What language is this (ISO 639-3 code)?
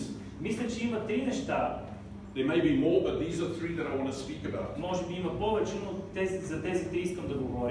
bul